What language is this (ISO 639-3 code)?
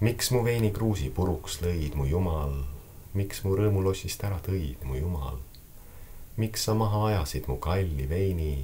est